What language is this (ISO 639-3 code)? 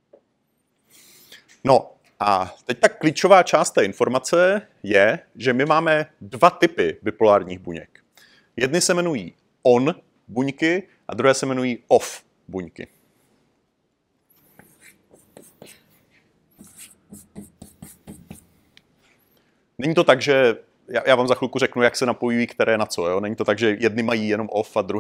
ces